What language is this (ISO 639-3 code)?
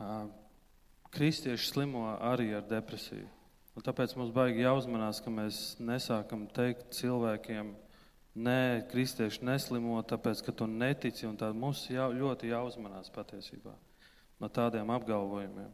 lav